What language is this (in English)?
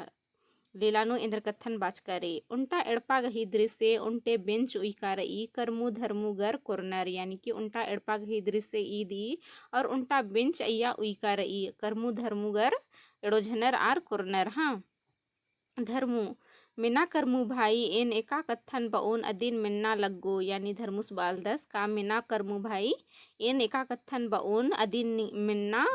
Kurukh